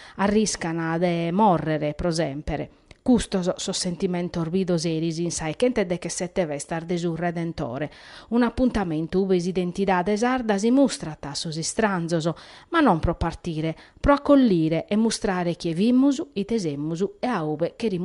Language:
Sardinian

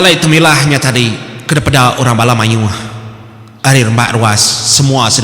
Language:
Iban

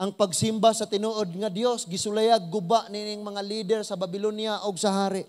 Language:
Cebuano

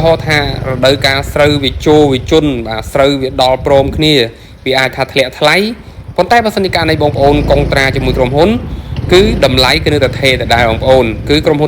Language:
Khmer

